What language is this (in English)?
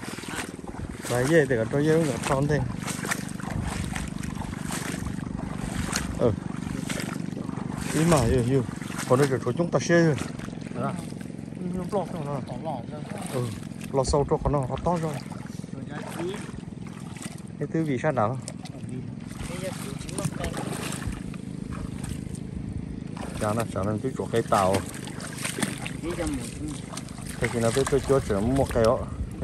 Vietnamese